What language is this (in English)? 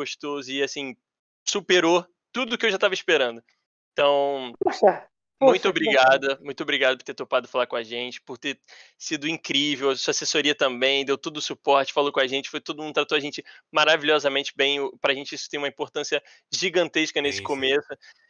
Portuguese